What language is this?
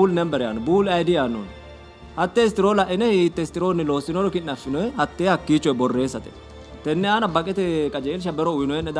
Sidamo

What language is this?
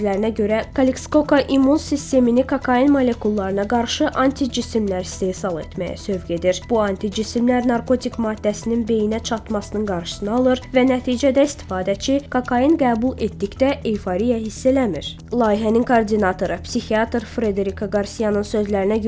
Azerbaijani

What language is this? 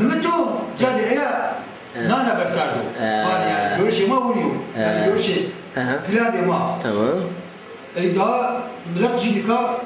Zaza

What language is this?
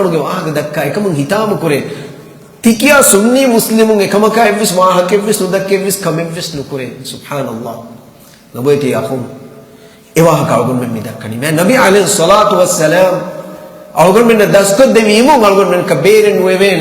Divehi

